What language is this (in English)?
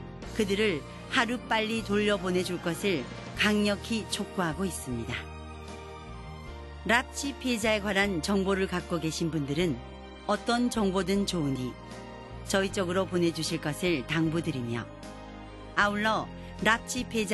Korean